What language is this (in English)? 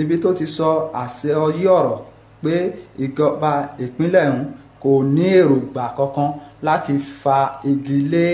Yoruba